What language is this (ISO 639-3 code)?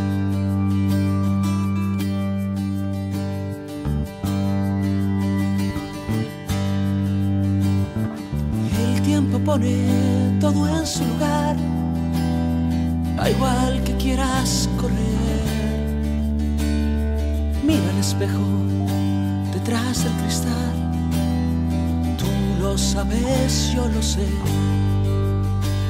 spa